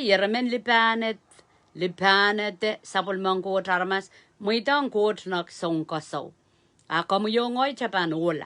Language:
Pohnpeian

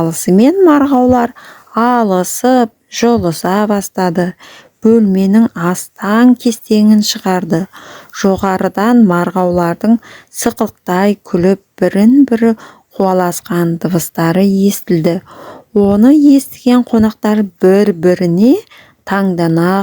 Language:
Kazakh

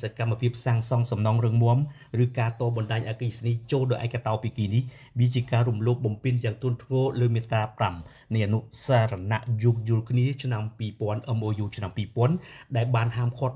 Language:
Khmer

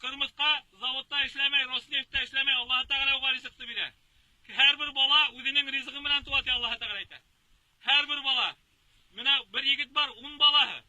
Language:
Bashkir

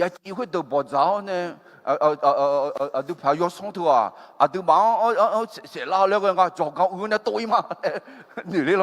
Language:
Akha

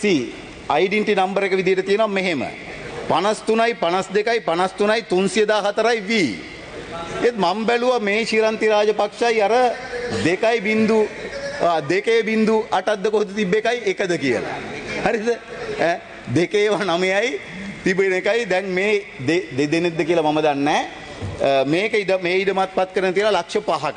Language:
Sinhala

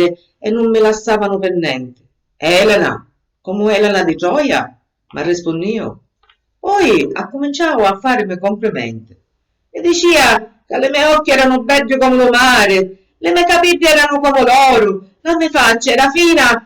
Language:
Sicilian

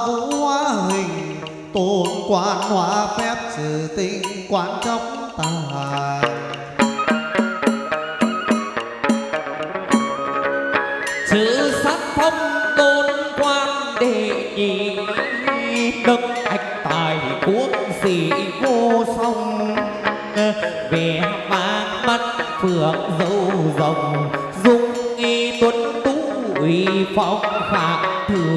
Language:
Vietnamese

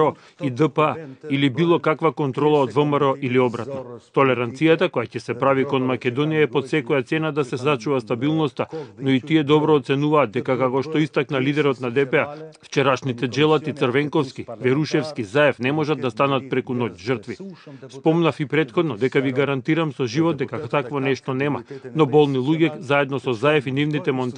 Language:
Macedonian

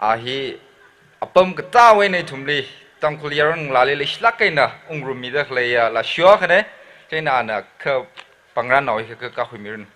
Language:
Tangkhul Naga (India)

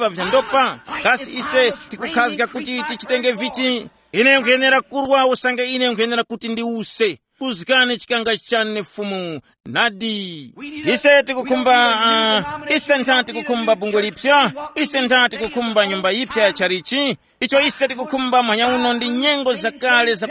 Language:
Tumbuka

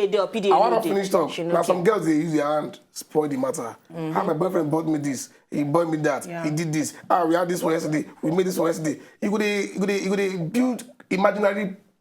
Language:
Nigerian Pidgin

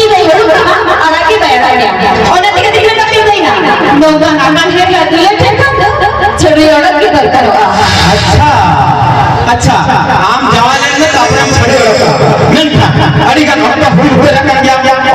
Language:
Santali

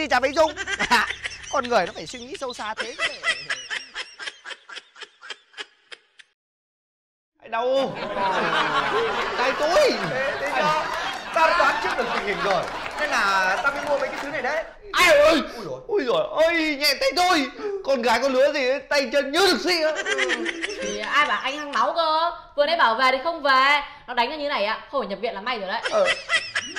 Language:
Vietnamese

